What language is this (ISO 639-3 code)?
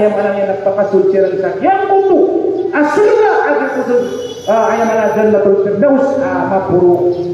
mrw